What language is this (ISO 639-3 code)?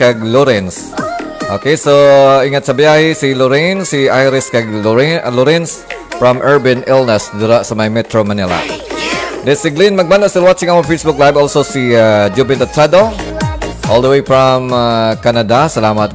hil